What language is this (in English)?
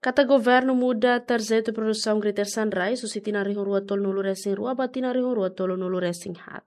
Tetum